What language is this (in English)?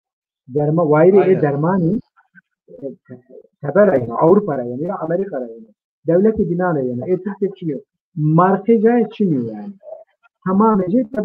Zaza